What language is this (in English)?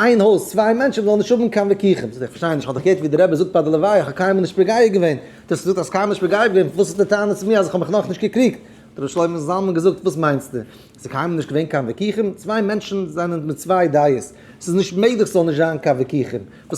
Yiddish